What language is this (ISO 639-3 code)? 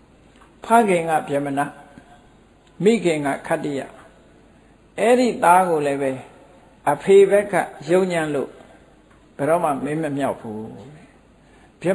mya